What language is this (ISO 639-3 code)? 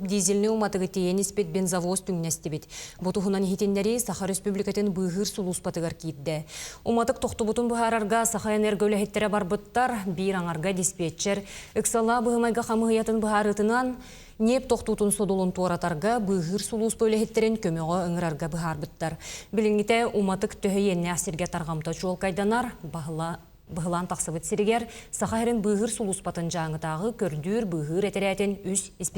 sah